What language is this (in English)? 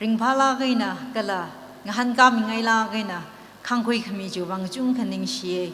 Tangkhul Naga (India)